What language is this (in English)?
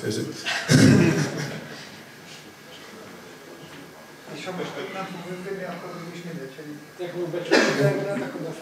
Hungarian